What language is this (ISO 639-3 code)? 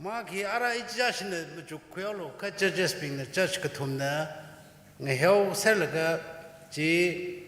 nmf